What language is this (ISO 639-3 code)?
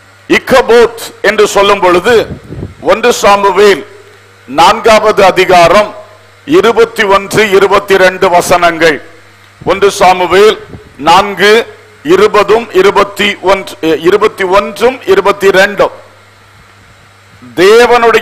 tam